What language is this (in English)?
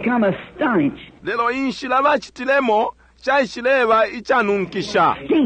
Bemba